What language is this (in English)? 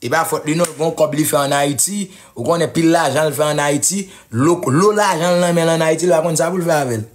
Haitian Creole